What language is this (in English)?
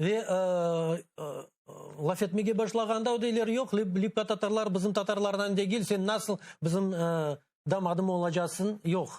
Crimean Tatar